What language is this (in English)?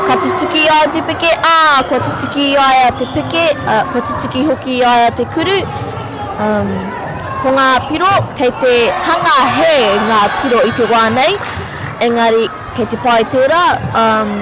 Māori